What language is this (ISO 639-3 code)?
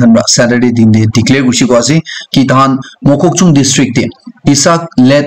nag